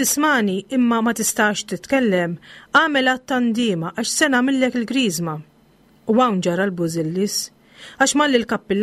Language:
Maltese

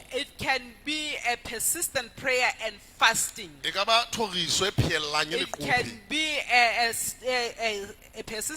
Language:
Southern Sotho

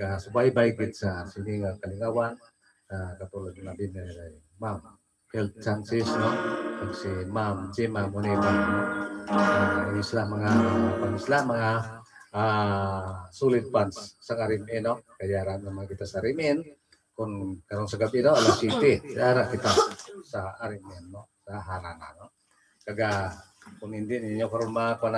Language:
Hiligaynon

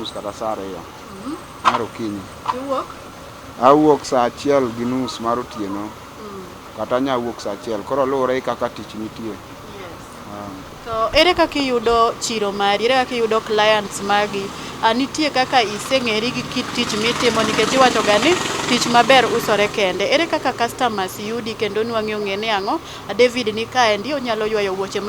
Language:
Luo (Kenya and Tanzania)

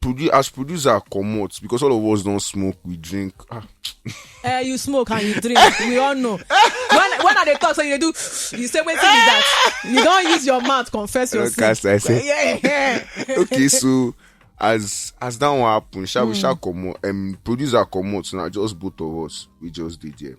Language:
Nigerian Pidgin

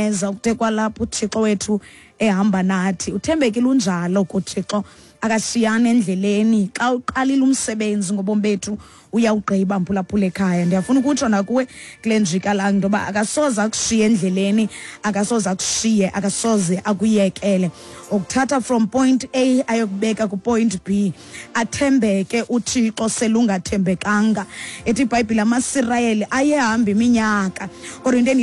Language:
Xhosa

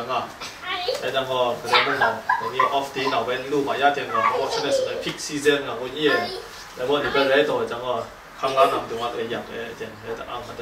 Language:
Kachin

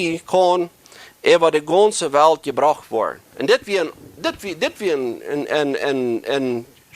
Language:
Plautdietsch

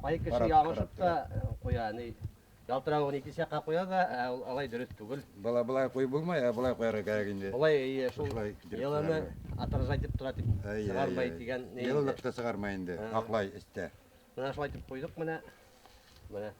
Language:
Bashkir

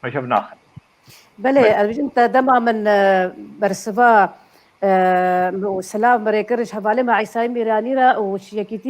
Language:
Kurdish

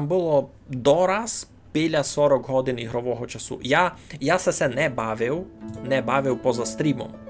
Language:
Rusyn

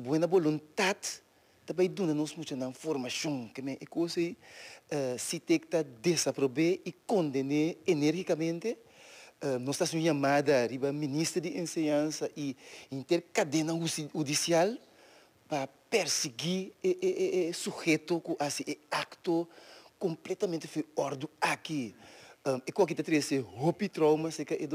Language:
Papiamento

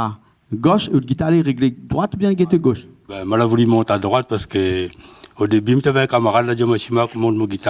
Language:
Réunion Creole French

